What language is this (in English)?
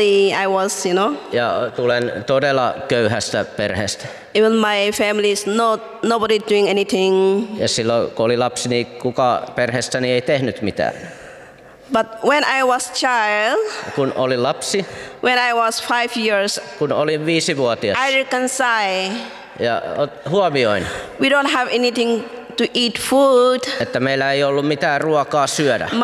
Finnish